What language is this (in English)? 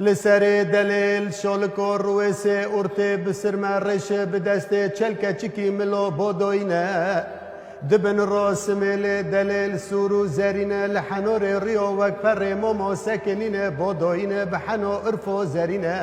Kurdish